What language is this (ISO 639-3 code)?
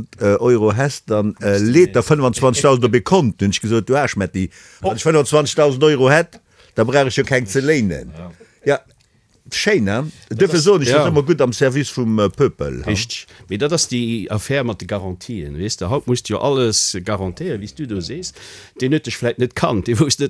ltz